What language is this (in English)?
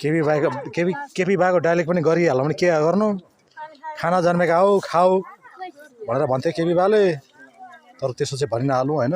Nepali